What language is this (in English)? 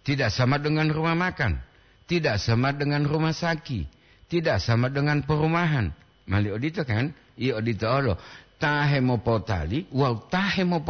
Gorontalo